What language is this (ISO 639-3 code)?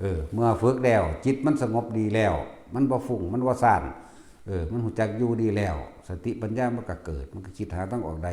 tts